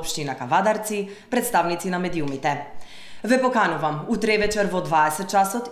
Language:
Macedonian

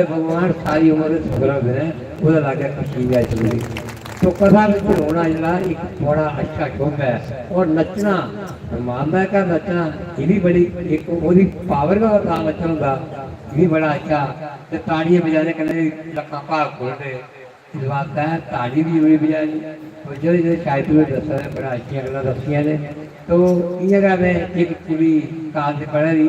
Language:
Dogri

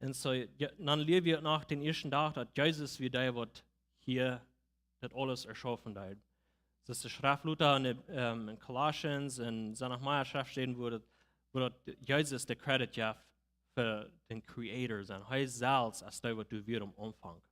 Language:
Plautdietsch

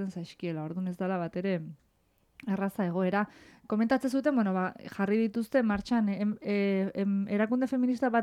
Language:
Basque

